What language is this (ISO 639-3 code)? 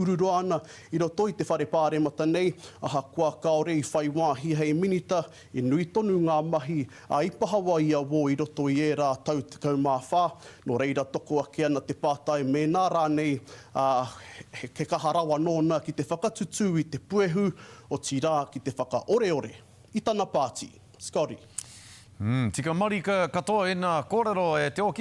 mri